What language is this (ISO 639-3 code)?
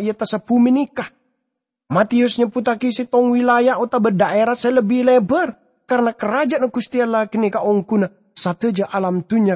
mad